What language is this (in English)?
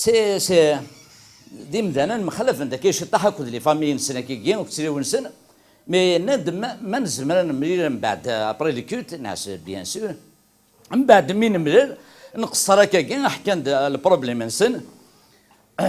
Kabyle